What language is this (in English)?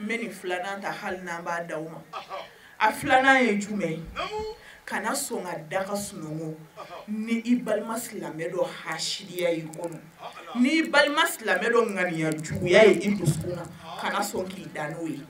Bambara